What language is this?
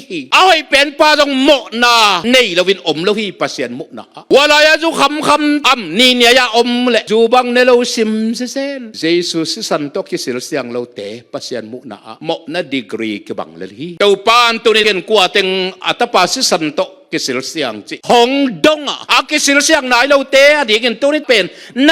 Tedim Chin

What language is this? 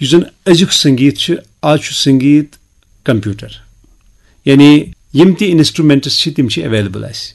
Kashmiri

